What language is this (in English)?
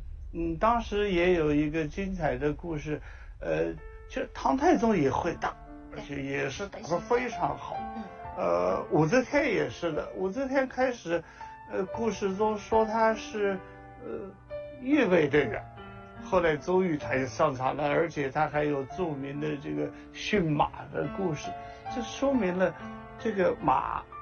Chinese